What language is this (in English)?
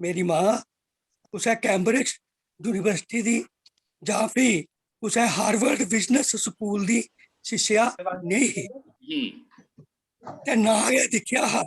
Dogri